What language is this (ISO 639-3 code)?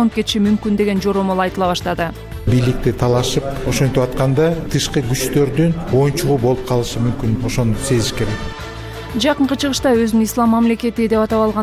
kir